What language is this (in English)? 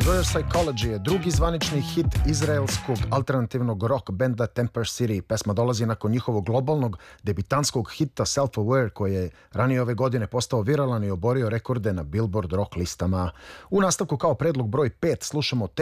Serbian